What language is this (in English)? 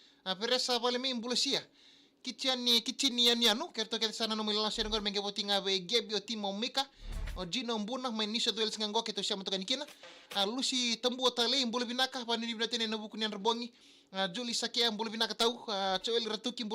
Fijian